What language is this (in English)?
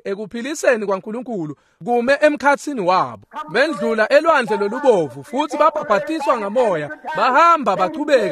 Swati